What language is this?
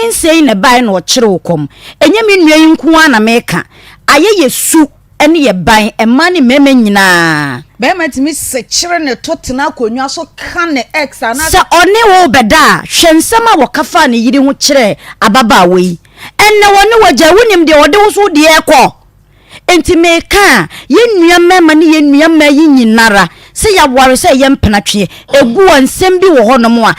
Akan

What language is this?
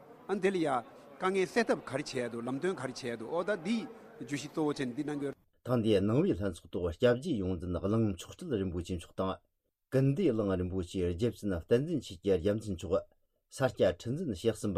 Tibetan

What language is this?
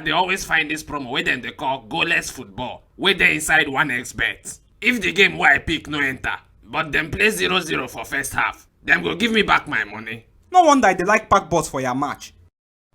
Nigerian Pidgin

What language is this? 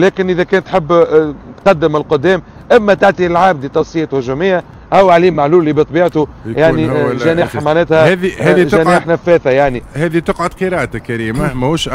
Tunisian Arabic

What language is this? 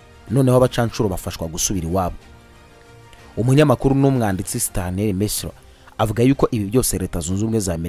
Kinyarwanda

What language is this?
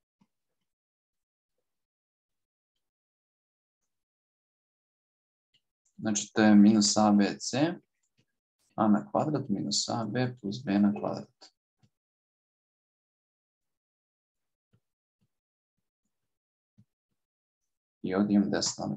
Serbian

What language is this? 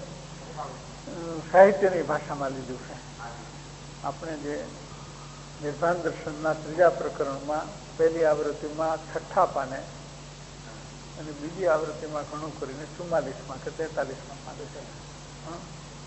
Gujarati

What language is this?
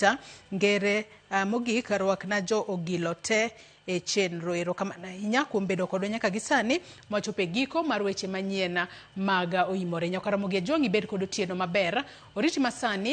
Luo (Kenya and Tanzania)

